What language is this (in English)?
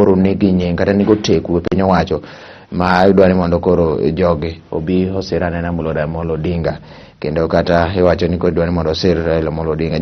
Luo (Kenya and Tanzania)